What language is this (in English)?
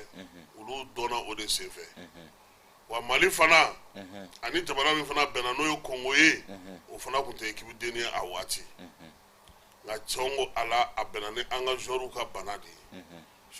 Bambara